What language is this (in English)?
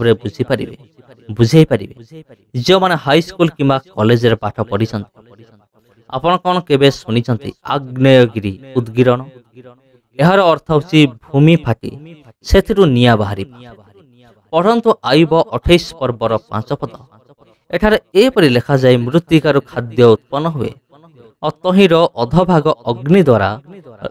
Odia